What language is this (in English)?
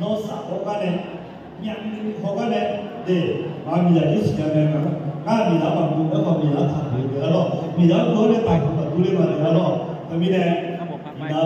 Akha